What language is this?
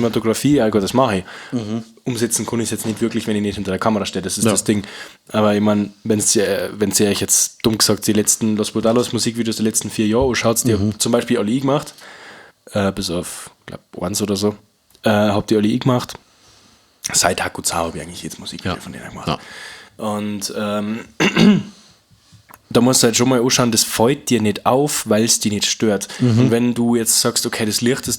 Bavarian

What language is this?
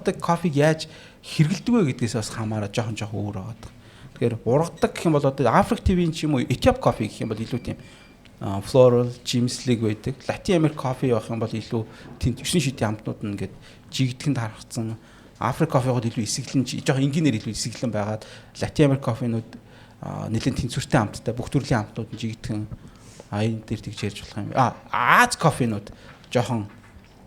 Mongolian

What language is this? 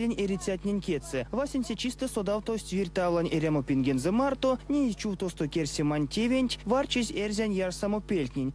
Erzya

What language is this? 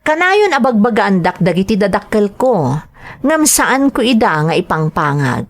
Iloko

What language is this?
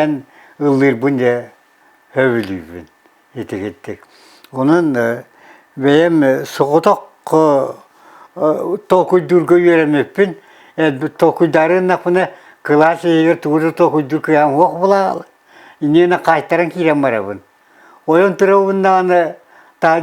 Yakut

